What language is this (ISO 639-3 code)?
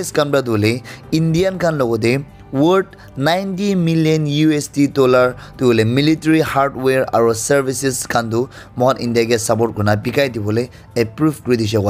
nag